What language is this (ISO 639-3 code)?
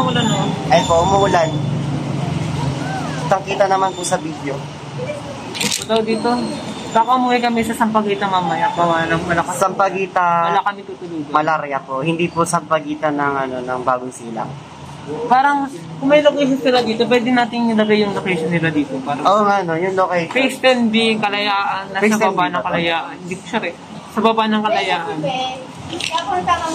fil